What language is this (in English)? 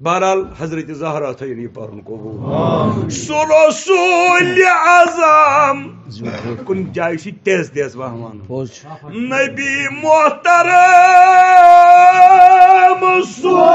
Kashmiri